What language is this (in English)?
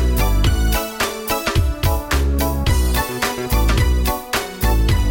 Hungarian